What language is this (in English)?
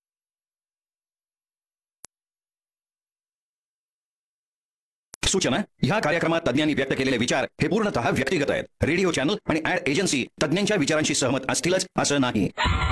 Marathi